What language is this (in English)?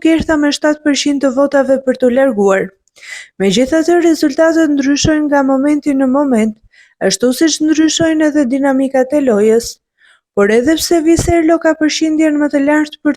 Albanian